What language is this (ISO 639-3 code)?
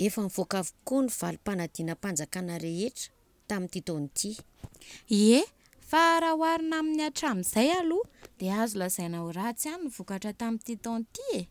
mlg